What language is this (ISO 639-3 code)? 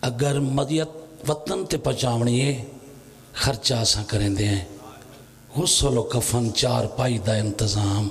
phr